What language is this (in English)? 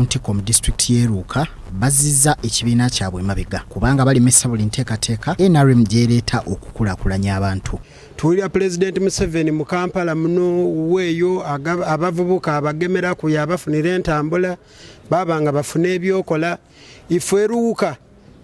Ganda